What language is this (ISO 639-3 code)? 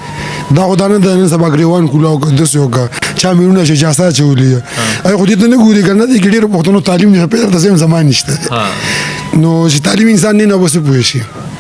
pus